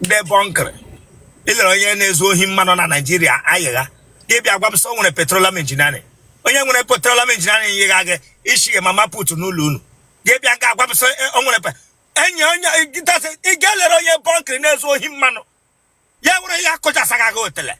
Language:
Igbo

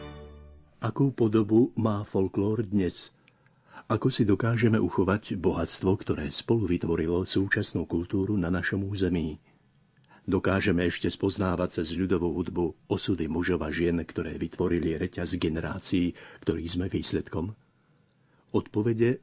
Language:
Slovak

